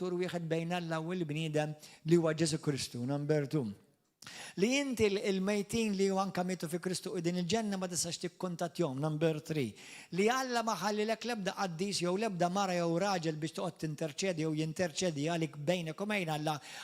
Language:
Maltese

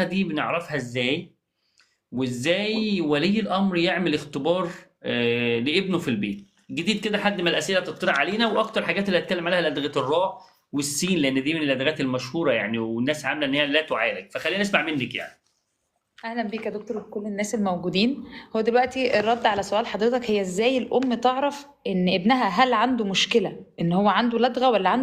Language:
Egyptian Arabic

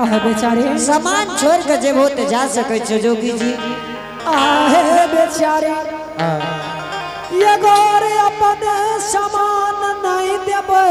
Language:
Angika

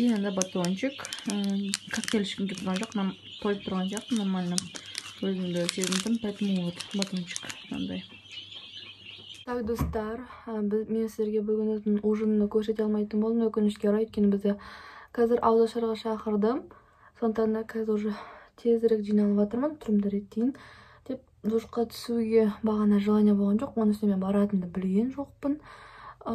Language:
Kazakh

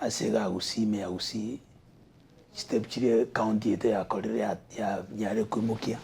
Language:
Gusii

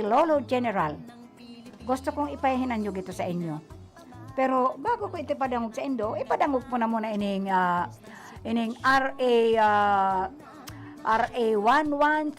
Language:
Bikol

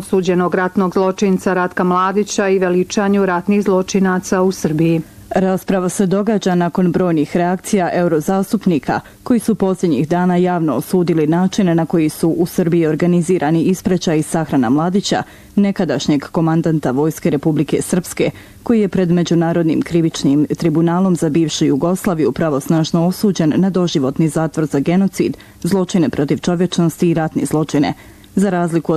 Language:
Bosnian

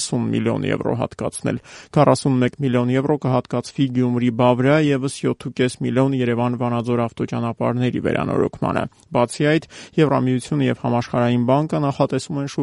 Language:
Armenian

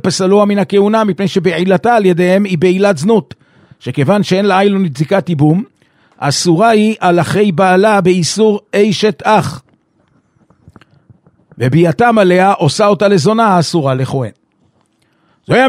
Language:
Hebrew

